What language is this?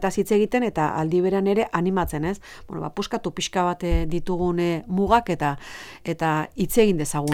Basque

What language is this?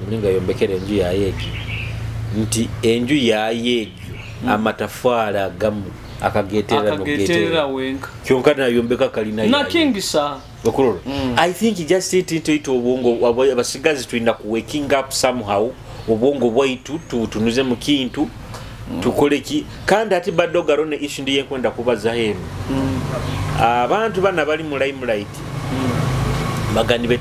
Nyoro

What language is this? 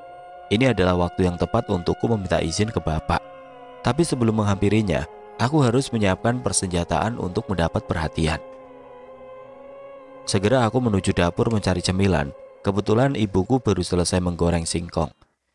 Indonesian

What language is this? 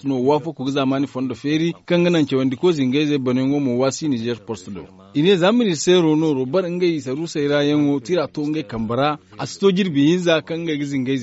Zarma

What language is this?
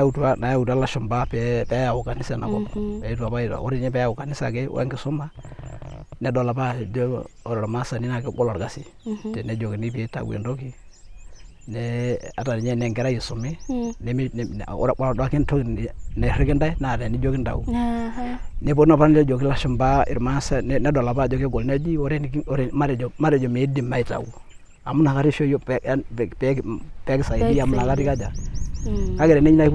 Masai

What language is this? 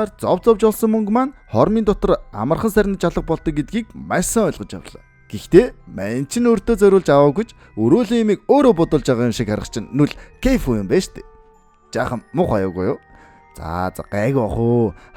Mongolian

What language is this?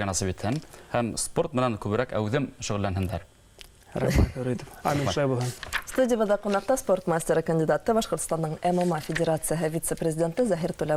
Bashkir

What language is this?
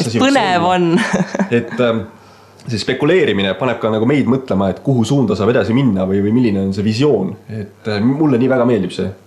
Estonian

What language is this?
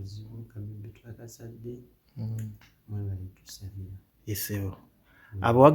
Ganda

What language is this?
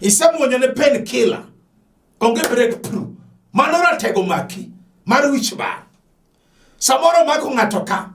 Luo (Kenya and Tanzania)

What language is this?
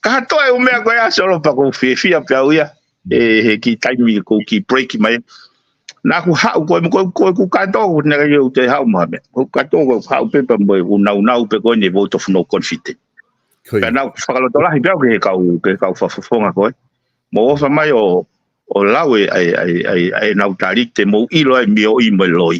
Tongan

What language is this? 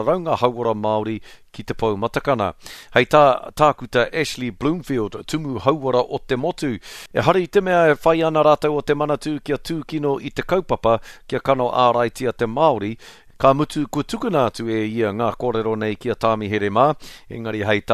Māori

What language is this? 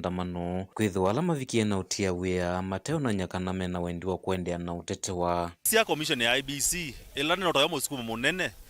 Kamba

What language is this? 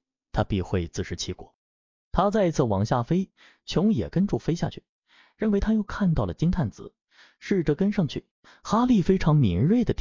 Chinese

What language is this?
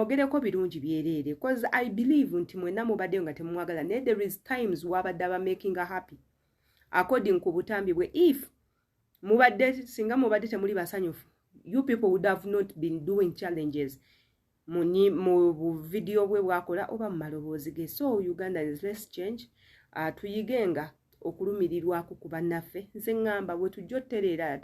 Ganda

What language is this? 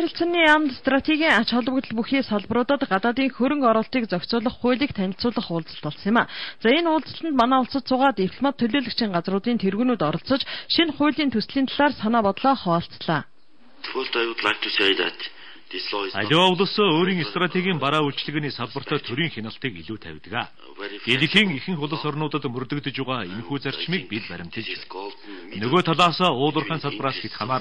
Mongolian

